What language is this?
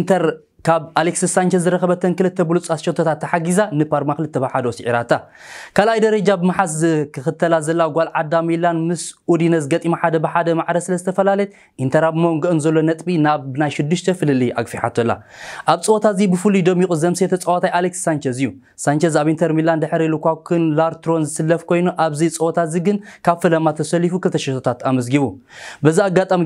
Tigrinya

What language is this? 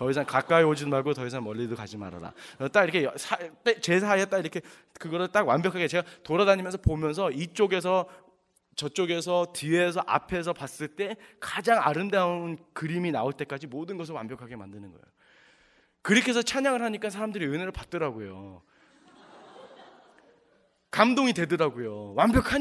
Korean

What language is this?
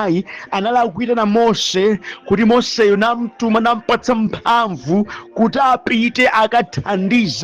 Nyanja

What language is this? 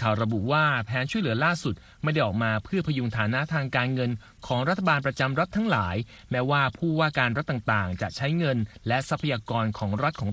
Thai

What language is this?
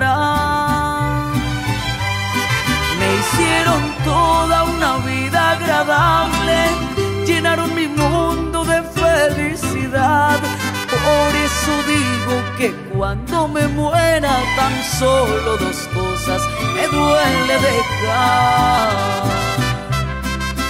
Spanish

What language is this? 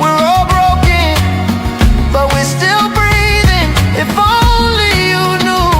Ewe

